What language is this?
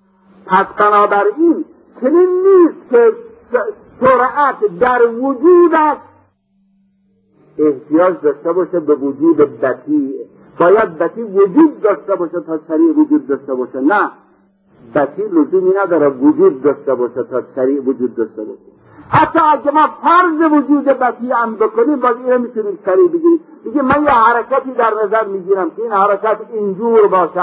Persian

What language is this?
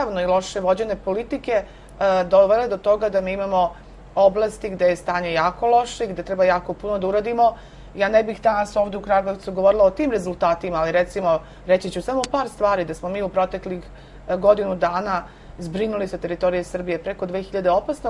Serbian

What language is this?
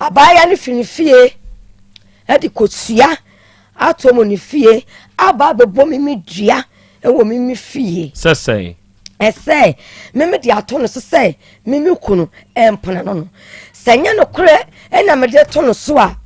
Akan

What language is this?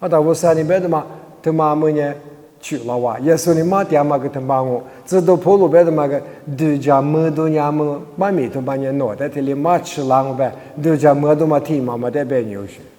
Lisu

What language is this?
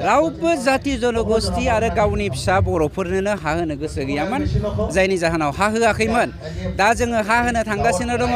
Bodo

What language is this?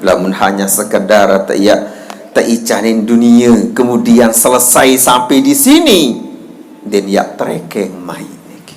Sasak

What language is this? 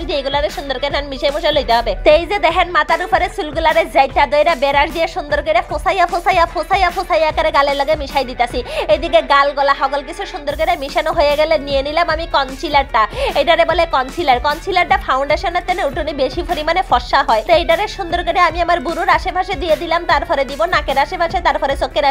Bangla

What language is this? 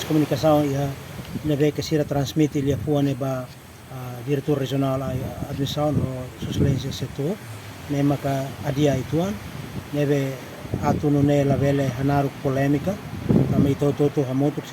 Tetum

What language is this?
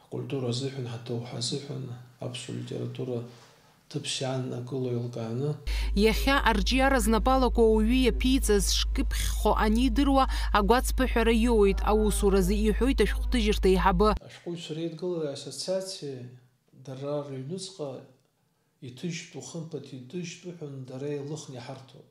Abkhazian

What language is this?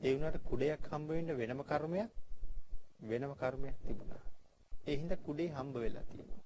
Sinhala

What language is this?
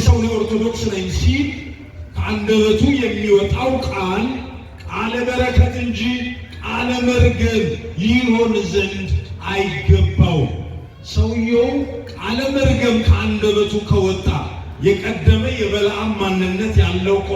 Amharic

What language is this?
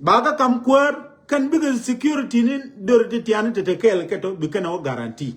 Nuer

